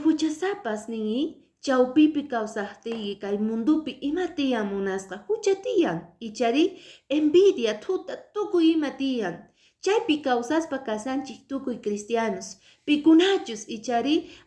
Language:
Quechua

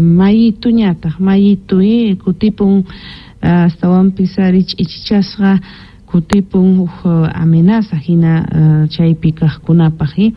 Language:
South Bolivian Quechua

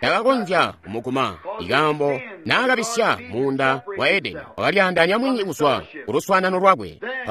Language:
Tonga (Zambia)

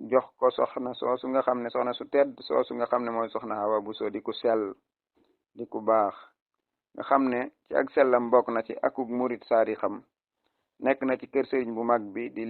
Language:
Wolof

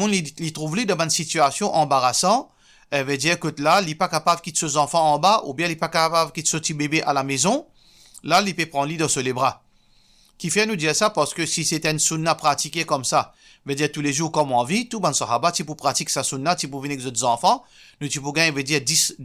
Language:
Morisyen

